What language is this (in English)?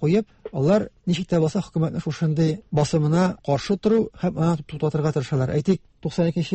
Tatar